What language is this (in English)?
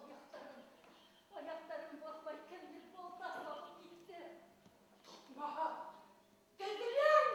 Bashkir